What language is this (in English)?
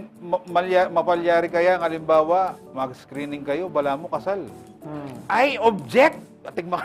Pampanga